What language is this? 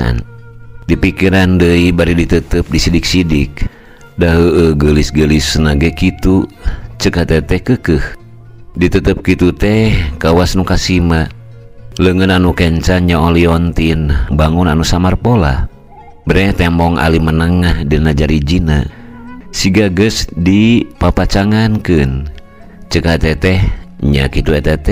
Sundanese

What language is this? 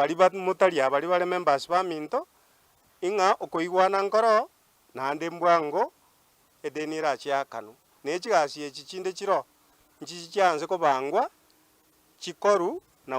Gusii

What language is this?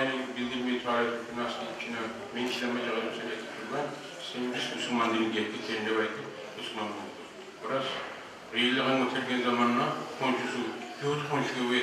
Kumyk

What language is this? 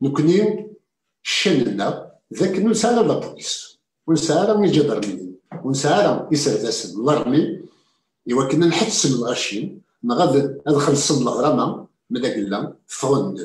Kabyle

